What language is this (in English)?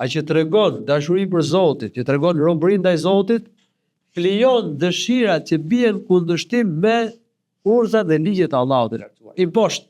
Albanian